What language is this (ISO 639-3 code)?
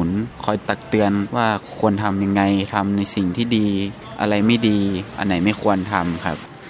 tha